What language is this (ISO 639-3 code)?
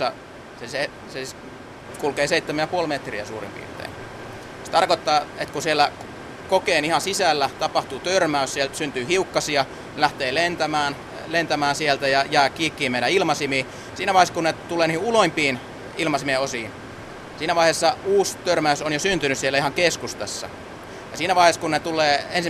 fin